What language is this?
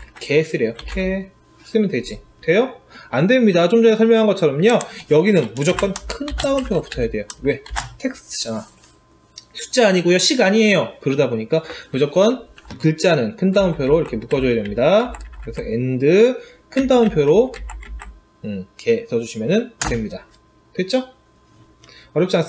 Korean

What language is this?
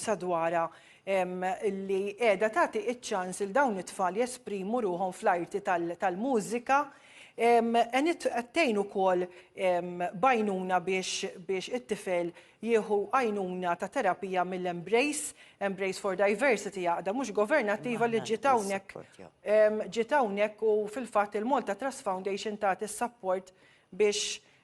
Maltese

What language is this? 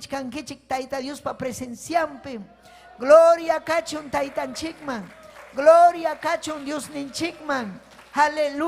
Ayacucho Quechua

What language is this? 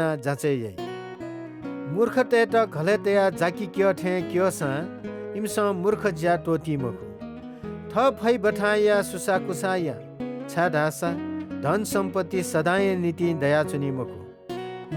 Newari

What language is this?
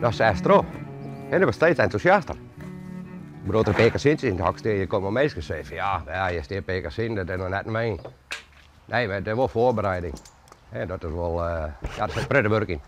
Western Frisian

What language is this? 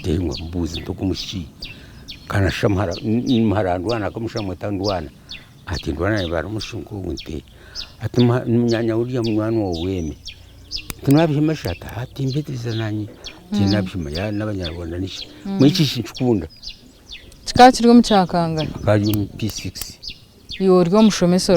Nyankole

